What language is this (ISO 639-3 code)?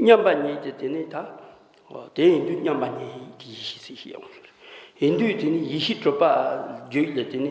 bod